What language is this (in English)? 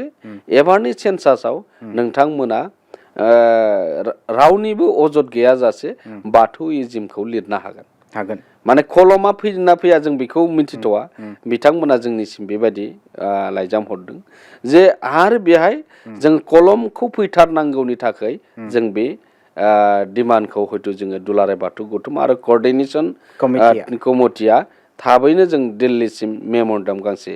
Bodo